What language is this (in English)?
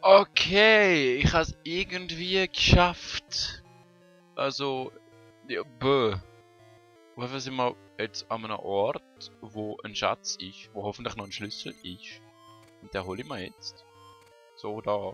Swiss German